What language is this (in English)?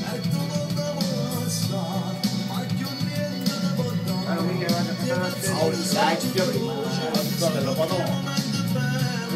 Neapolitan